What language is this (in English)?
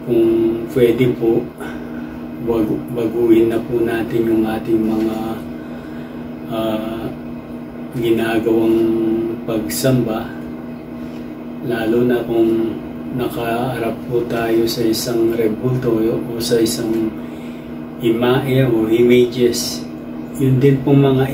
Filipino